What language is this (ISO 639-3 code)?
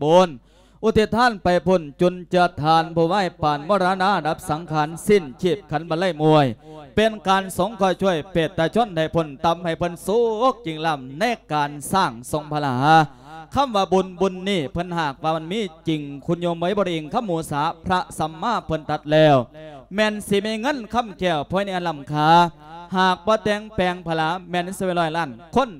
lao